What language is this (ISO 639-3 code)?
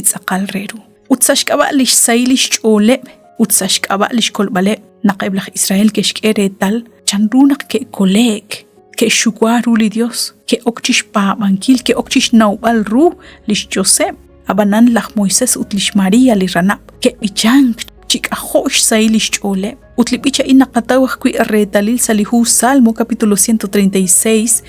kek